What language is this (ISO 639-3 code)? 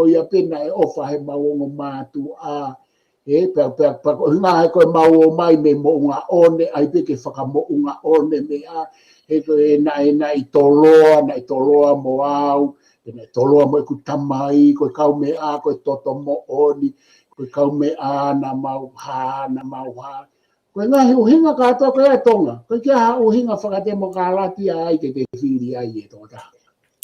ton